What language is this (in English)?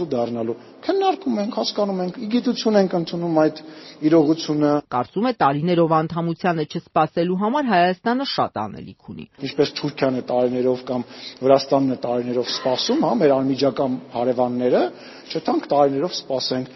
Armenian